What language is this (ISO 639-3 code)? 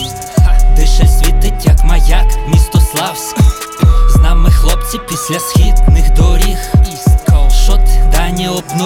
ukr